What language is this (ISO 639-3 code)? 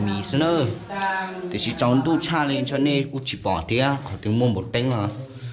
hmn